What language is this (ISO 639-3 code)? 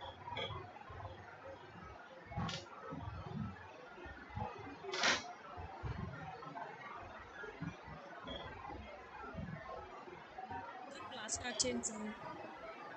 tel